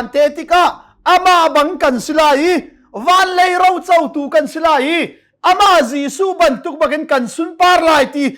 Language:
Hakha Chin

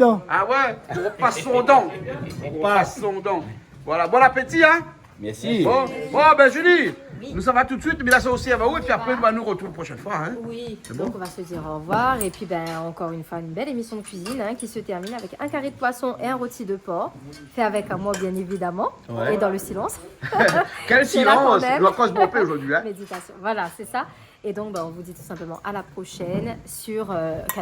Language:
Réunion Creole French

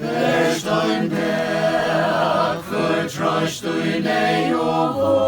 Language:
Faroese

